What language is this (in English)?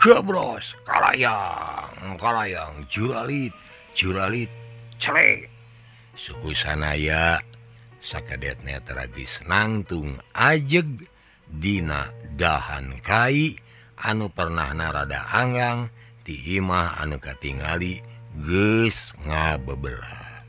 Sundanese